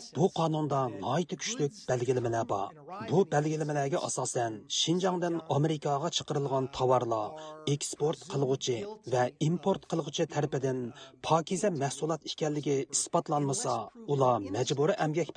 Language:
Uyghur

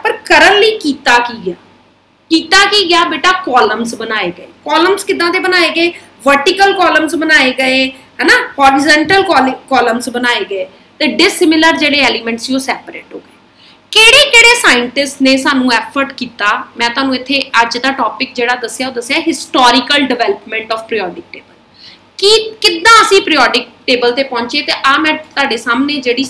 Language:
Punjabi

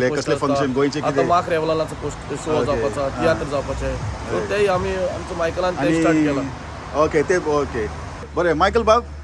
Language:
Konkani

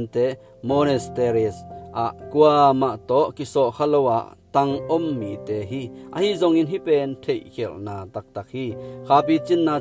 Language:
Tedim Chin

